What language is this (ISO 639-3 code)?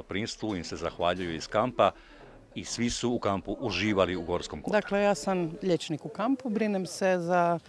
hrv